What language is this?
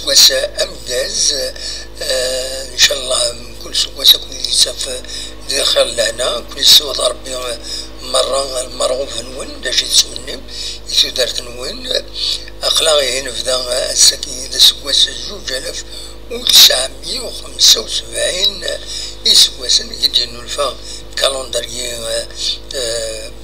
Kabyle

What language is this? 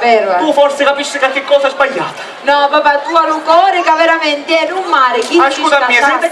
Sicilian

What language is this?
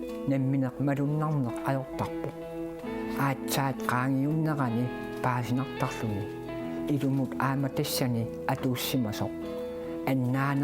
Kalaallisut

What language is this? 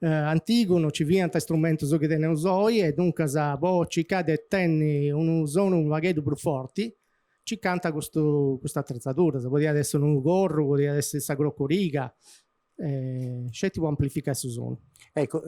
Sardinian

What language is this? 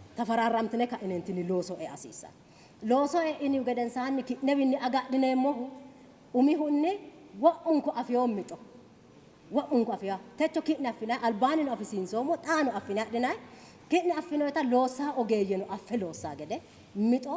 Sidamo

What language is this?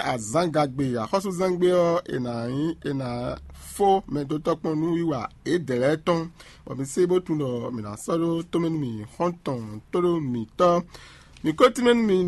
Fon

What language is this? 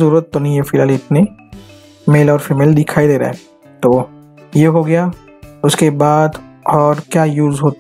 Hindi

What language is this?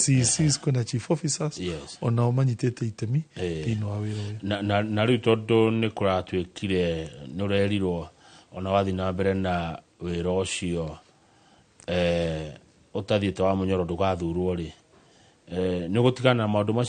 Kikuyu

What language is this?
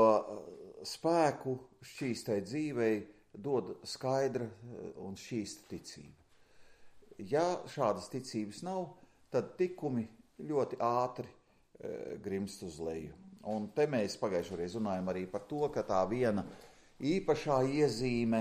Latvian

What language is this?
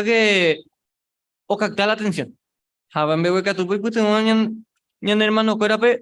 Guarani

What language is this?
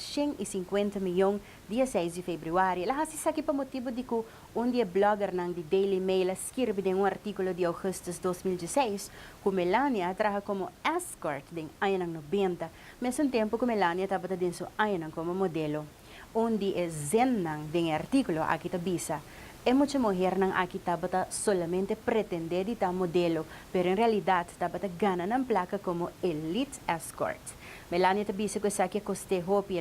Papiamento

